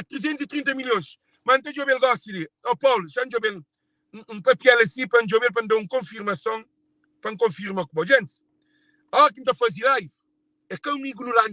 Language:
Kabuverdianu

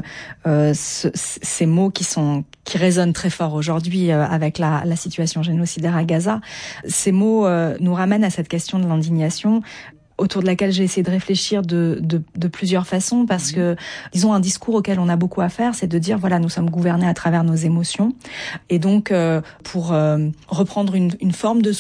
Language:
French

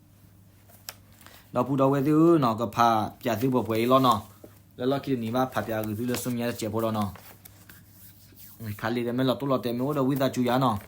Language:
S'gaw Karen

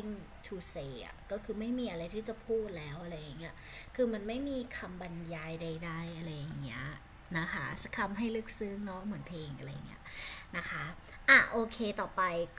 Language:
Thai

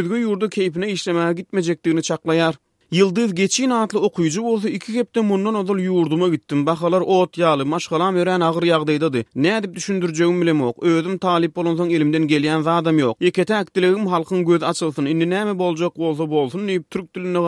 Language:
Turkmen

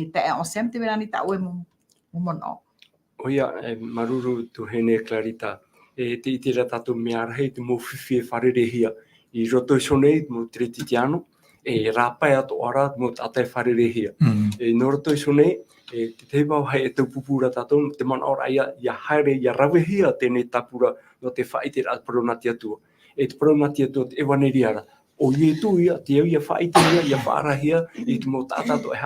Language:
Tahitian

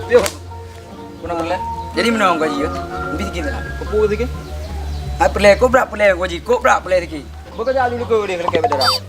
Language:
Achinese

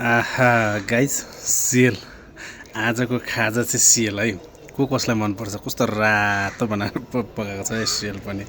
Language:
Nepali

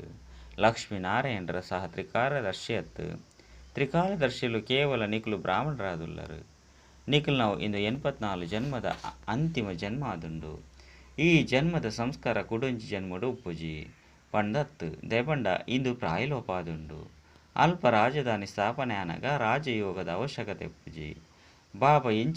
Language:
Tulu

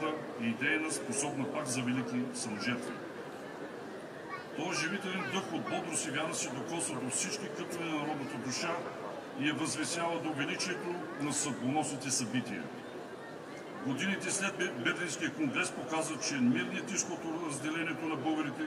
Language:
Bulgarian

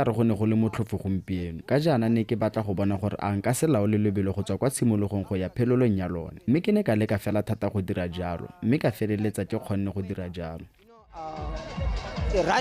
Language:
Tswana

